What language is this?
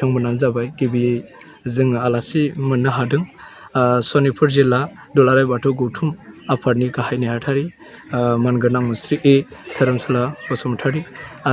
Bodo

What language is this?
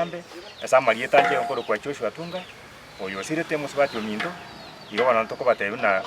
Gusii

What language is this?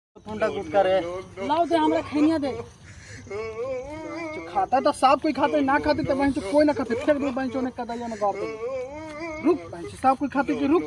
Magahi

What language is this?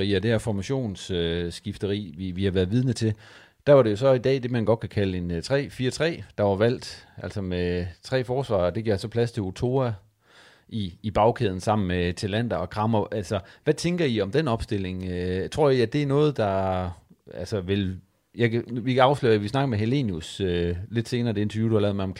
Danish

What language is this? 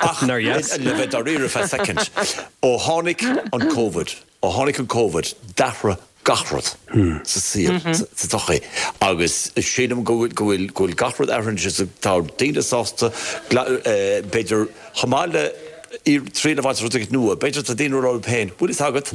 Irish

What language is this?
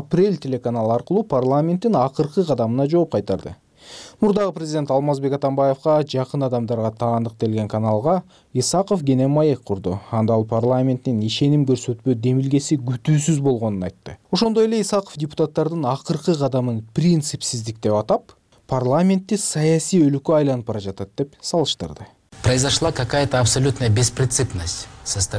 Kyrgyz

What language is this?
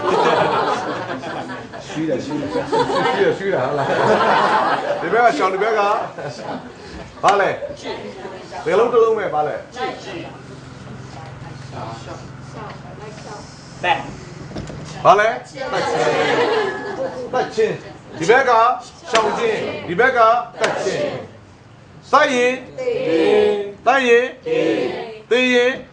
Burmese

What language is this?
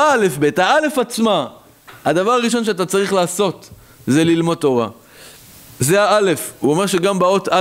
Hebrew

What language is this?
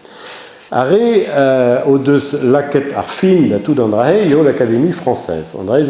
Breton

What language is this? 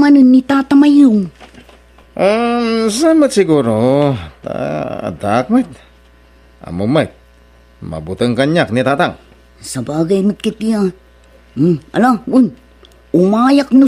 Iloko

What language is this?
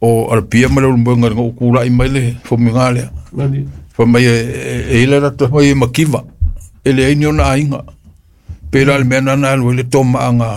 Samoan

